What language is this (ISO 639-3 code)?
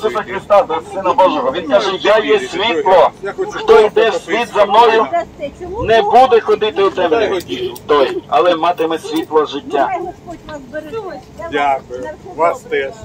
ukr